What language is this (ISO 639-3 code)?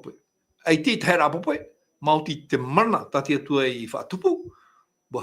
tah